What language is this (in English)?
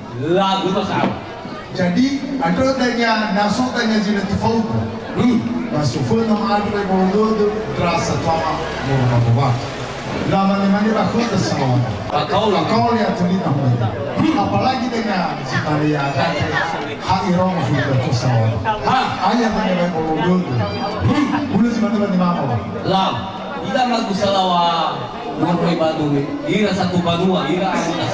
Nias